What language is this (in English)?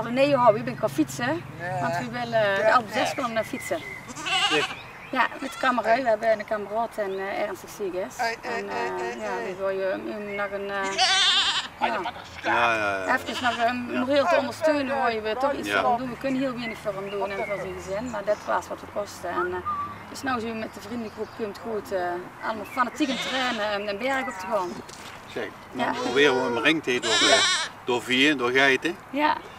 Limburgish